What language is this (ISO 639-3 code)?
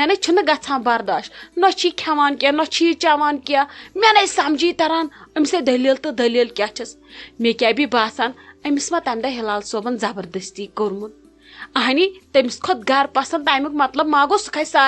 kas